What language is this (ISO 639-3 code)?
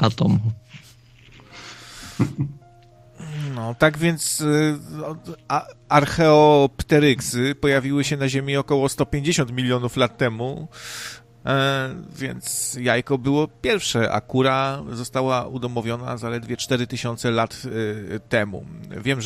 pol